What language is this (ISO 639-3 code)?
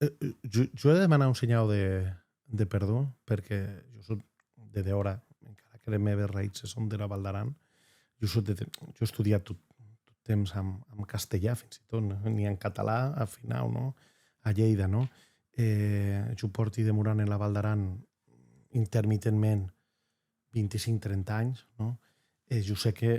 oci